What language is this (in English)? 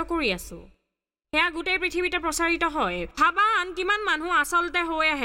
Assamese